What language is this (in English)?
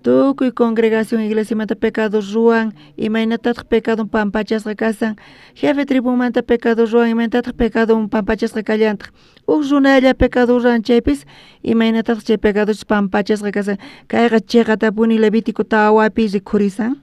South Bolivian Quechua